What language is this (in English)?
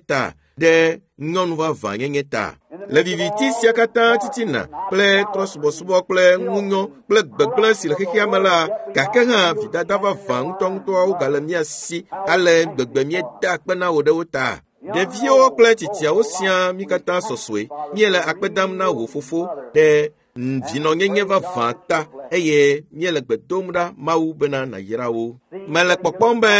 Ewe